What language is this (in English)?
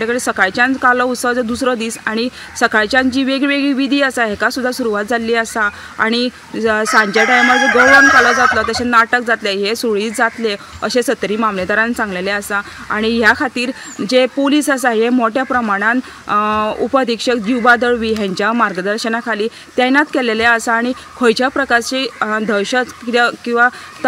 Konkani